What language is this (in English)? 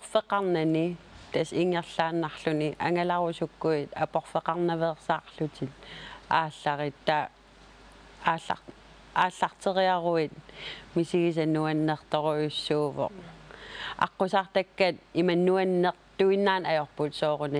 Kalaallisut